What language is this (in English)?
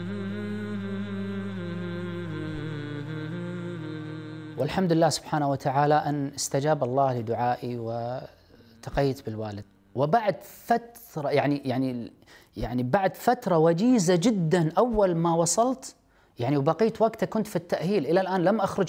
Arabic